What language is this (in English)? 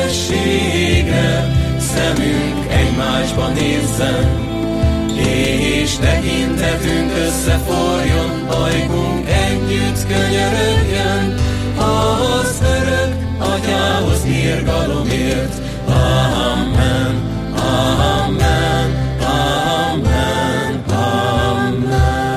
Hungarian